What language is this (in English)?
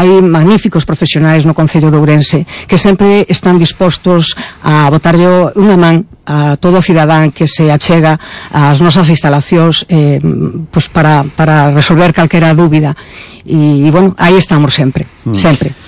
Galician